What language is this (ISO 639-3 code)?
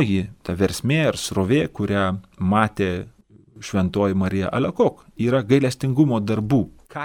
lit